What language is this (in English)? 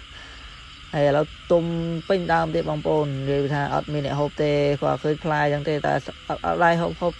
Khmer